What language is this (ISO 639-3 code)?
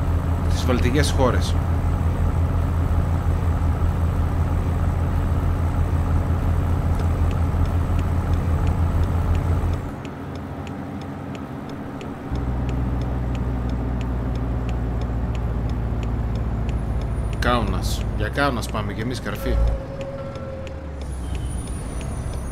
ell